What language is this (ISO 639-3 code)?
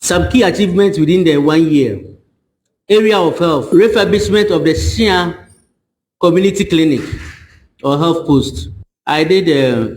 ewe